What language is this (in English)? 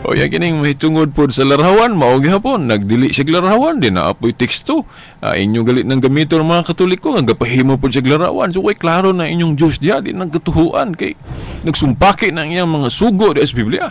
Cebuano